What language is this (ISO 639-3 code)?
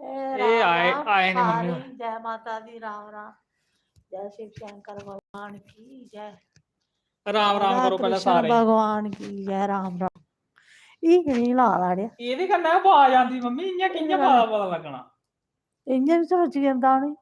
doi